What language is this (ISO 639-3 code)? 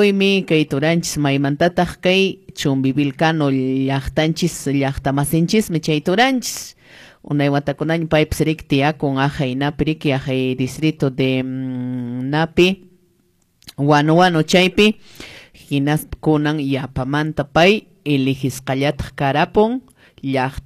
que